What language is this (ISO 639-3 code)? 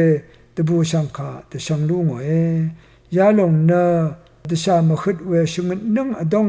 raw